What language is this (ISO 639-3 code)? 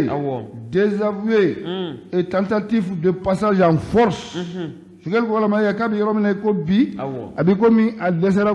bam